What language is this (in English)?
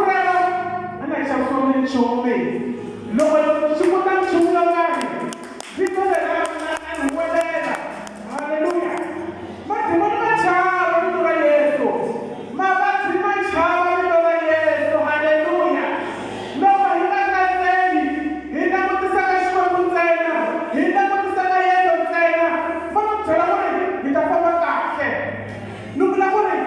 Tsonga